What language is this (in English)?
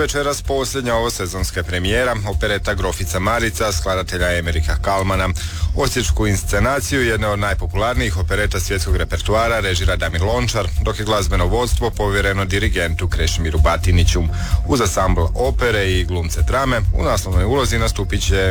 Croatian